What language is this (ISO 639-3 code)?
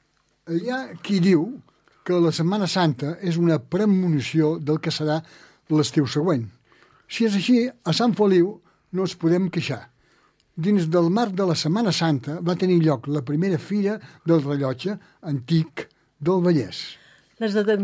cat